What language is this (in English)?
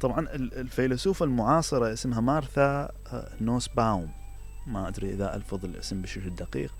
Mesopotamian Arabic